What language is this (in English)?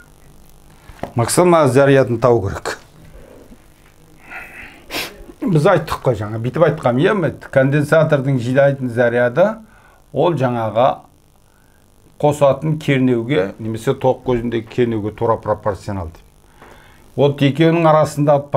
Kazakh